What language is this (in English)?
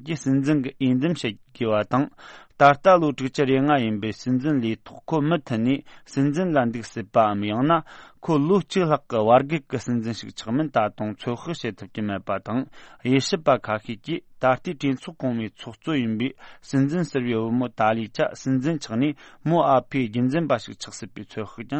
Tibetan